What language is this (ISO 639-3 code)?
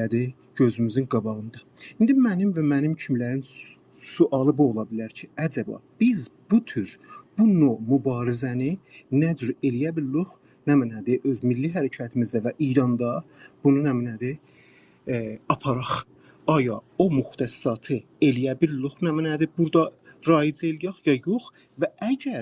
azb